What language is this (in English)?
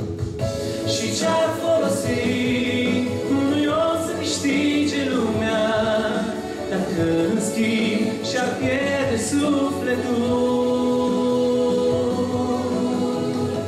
Romanian